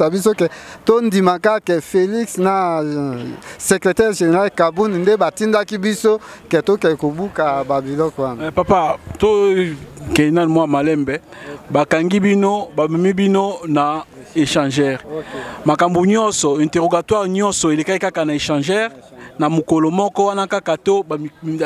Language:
Lingala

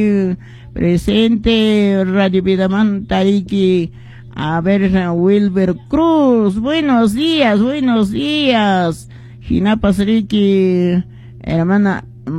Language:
Quechua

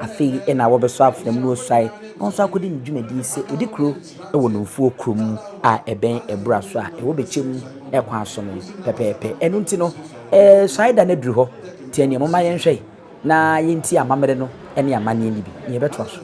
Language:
Akan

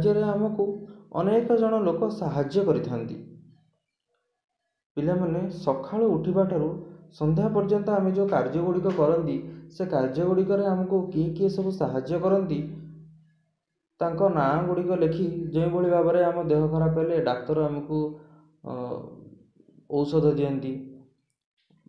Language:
Odia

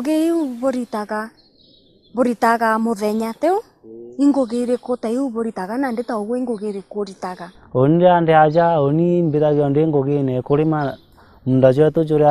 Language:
Meru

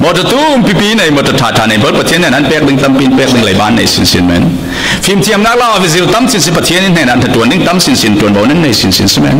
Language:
Falam Chin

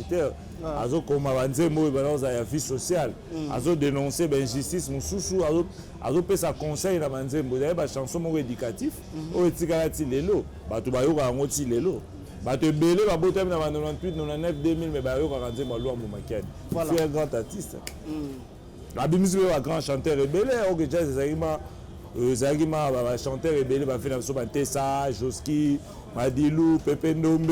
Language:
Lingala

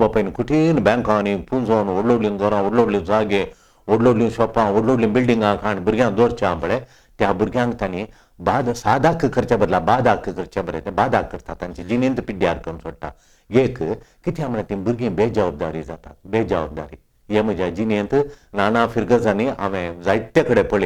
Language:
Konkani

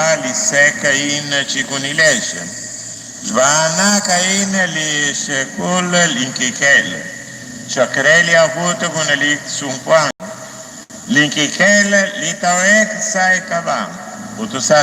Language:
Kekchí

